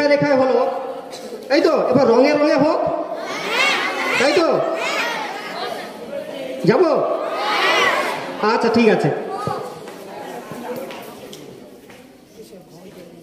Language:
Bangla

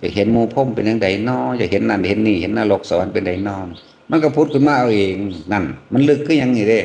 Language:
Northeastern Thai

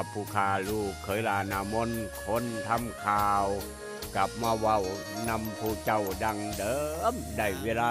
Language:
Northeastern Thai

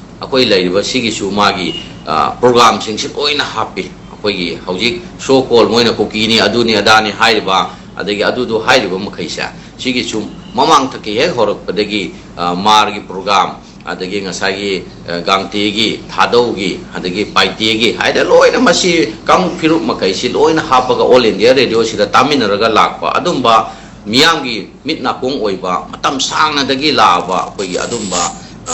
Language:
Manipuri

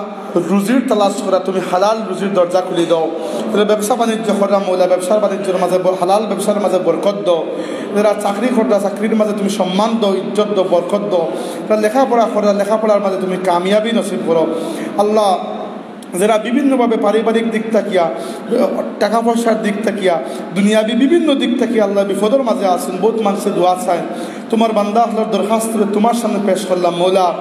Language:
Sylheti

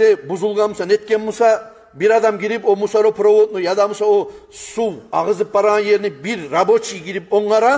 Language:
Kumyk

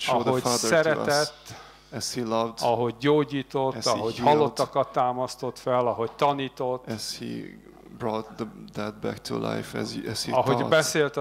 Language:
Hungarian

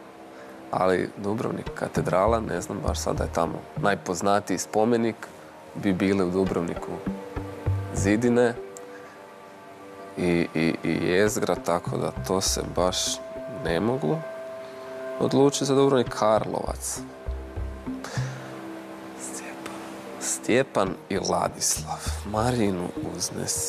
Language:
Croatian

